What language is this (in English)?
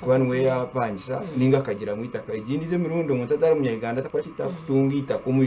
Nyankole